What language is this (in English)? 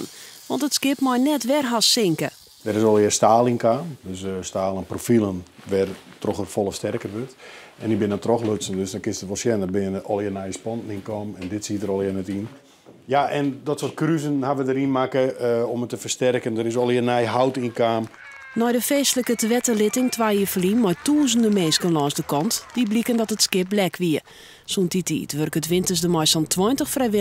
Western Frisian